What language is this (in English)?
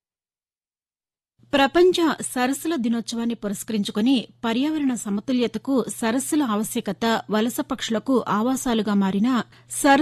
Telugu